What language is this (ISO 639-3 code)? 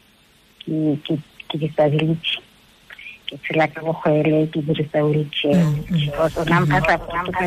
tsn